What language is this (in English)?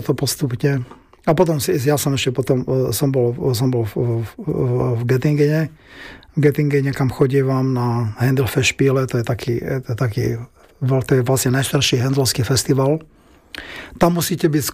Slovak